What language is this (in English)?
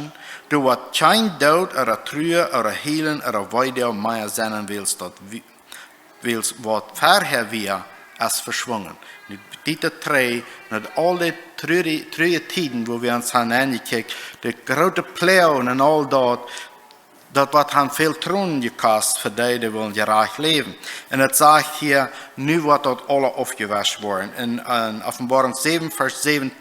Plautdietsch